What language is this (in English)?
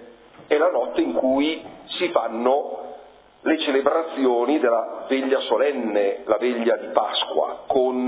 Italian